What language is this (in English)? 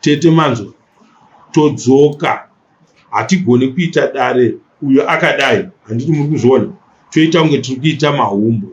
Shona